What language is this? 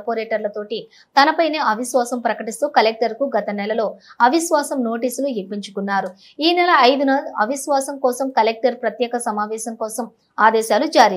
Telugu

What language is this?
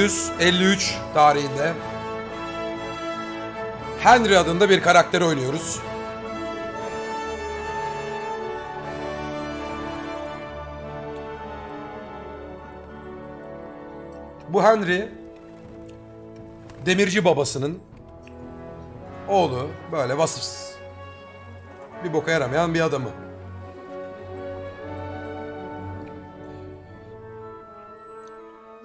Turkish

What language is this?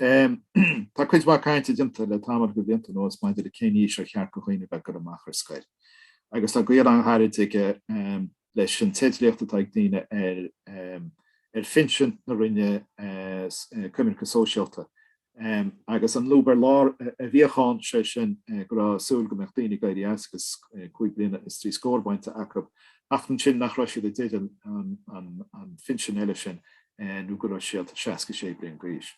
Irish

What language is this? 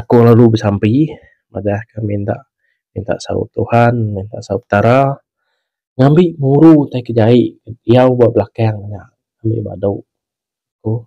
Iban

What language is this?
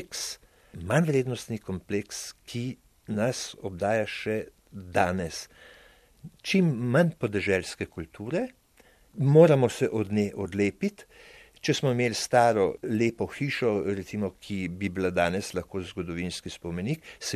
Slovenian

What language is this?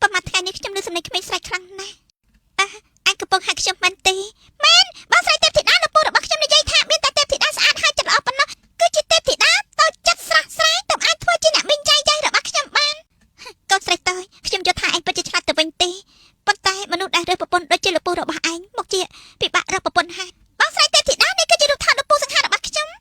Khmer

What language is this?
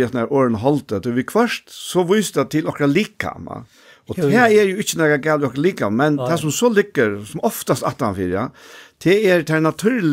Faroese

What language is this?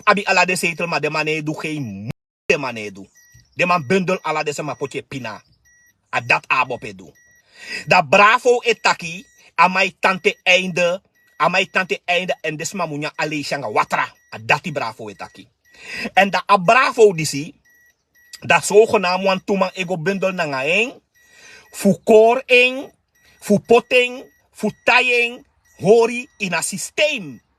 Sranan Tongo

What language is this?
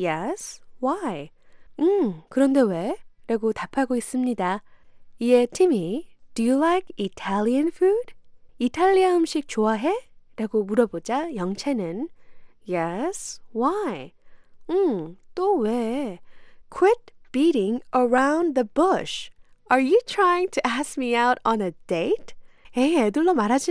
Korean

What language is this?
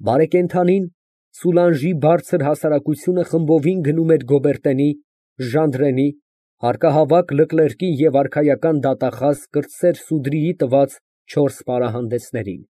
Armenian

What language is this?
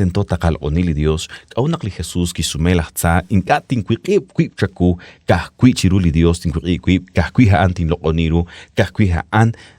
Kekchí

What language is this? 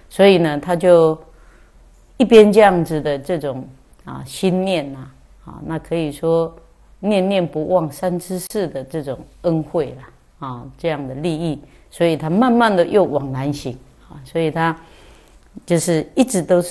Chinese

